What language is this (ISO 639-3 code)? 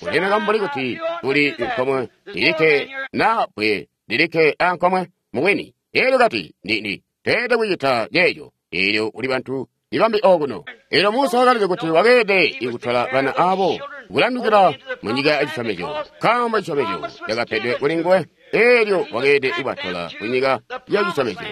toi